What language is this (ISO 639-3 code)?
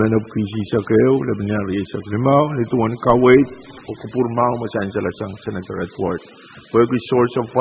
pon